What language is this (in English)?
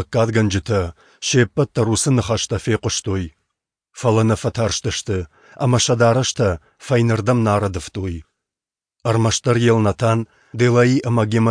Ossetic